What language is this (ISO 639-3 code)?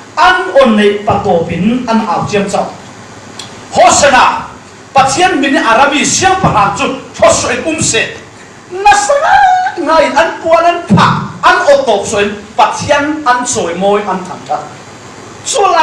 cfm